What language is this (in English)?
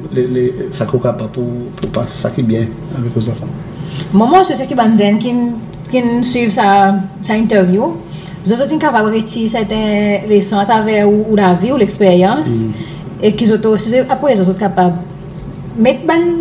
Seselwa Creole French